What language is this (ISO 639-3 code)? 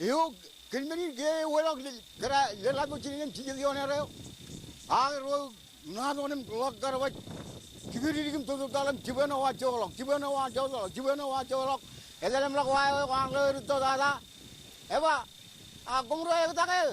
mah